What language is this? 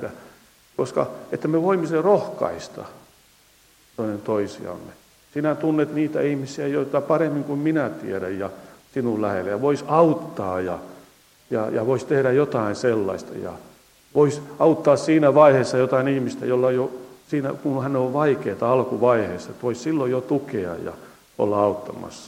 Finnish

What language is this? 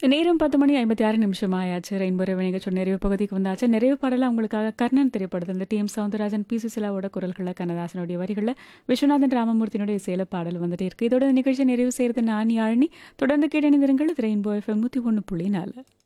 Tamil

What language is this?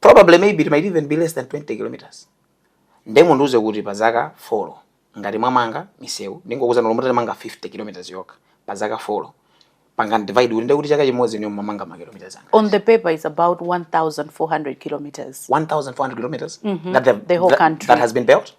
Nyanja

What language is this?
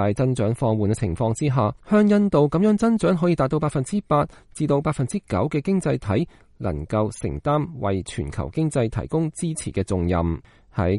Cantonese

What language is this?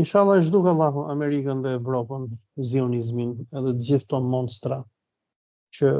Albanian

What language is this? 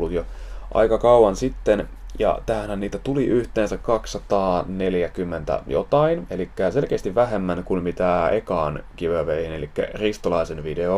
Finnish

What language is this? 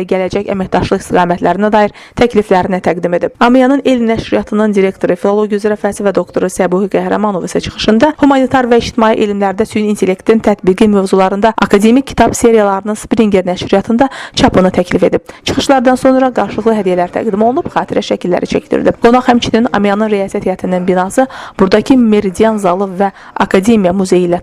Azerbaijani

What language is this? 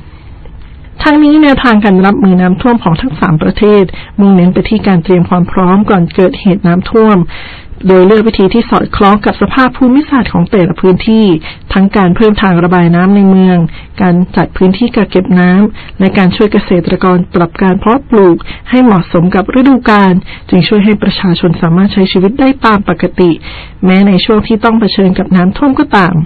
Thai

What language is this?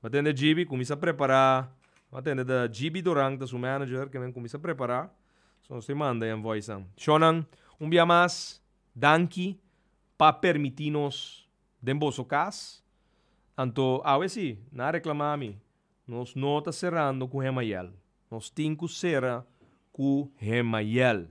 Papiamento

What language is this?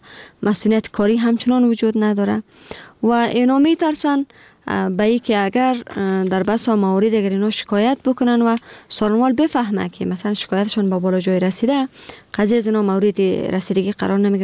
Persian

